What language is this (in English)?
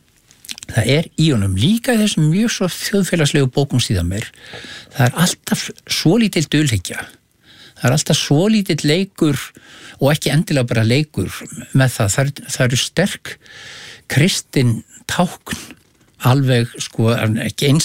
Icelandic